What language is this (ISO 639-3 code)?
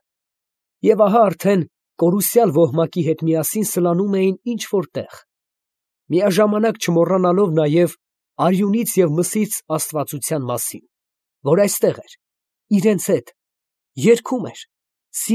hye